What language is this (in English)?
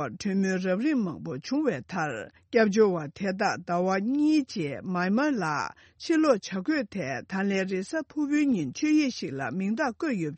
Tibetan